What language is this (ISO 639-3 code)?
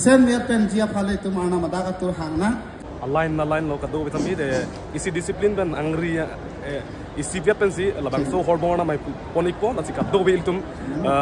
mjw